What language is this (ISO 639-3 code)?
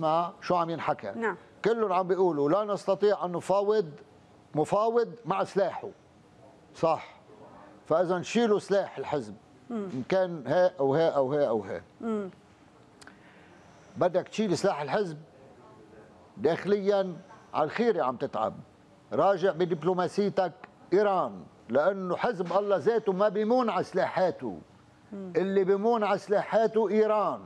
apc